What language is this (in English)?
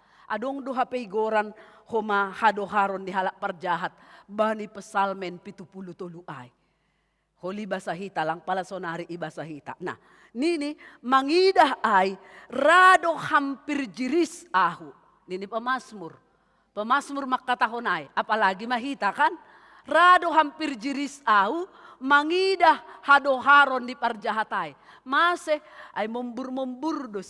Batak Simalungun